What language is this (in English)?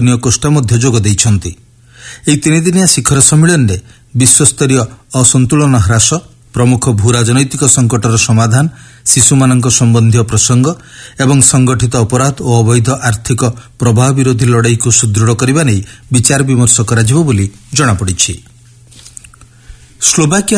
Odia